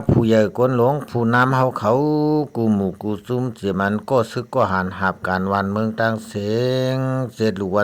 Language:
Shan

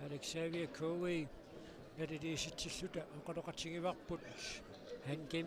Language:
Kalaallisut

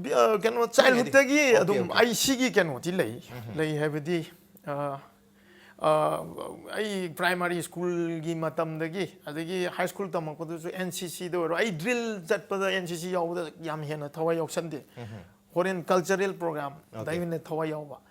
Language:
Manipuri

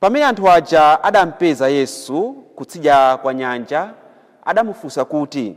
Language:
Nyanja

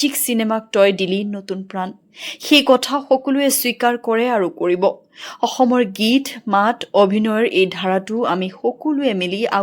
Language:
Assamese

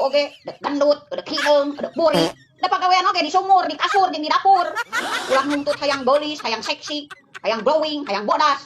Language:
Sundanese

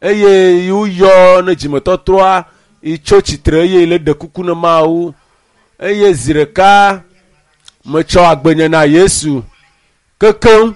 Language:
Ewe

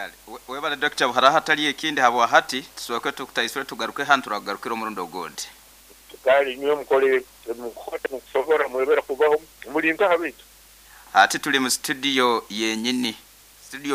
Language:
Nyoro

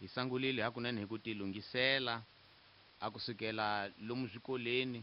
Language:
Tsonga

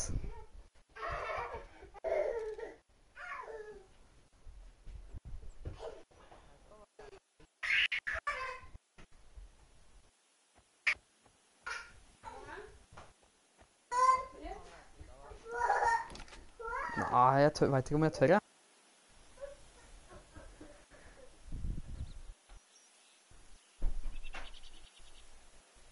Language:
Norwegian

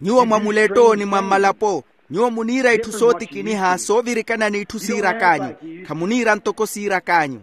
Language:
Makhuwa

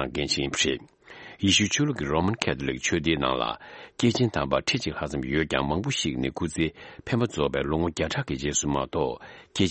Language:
Tibetan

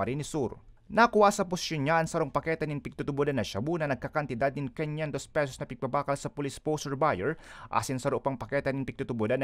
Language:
Bikol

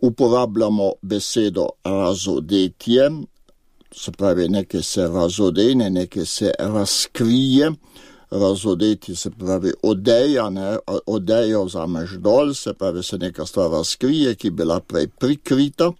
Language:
Slovenian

